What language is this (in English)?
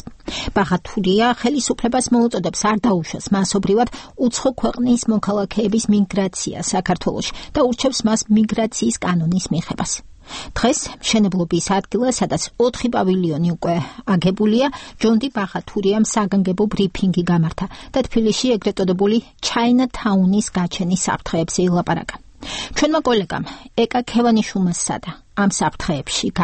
Georgian